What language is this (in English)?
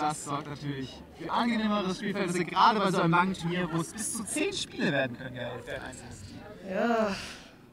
German